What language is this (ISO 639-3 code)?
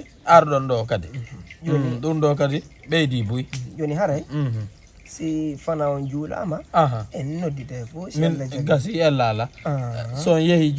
ful